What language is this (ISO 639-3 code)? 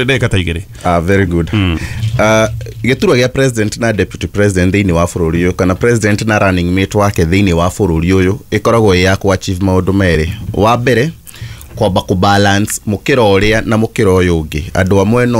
kik